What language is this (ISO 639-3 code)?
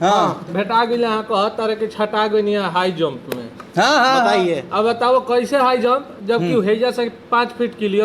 mag